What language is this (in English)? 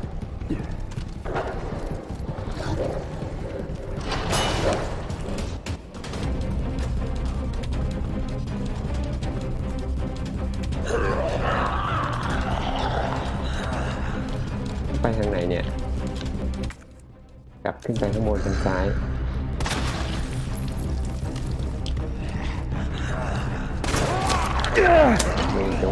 Thai